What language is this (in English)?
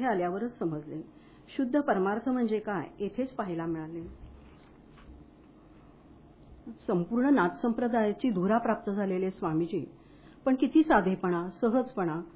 Marathi